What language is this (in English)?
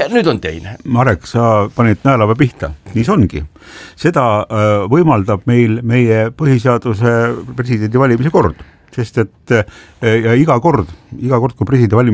Estonian